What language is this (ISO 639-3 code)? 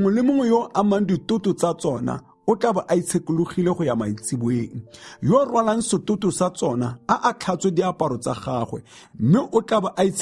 tsn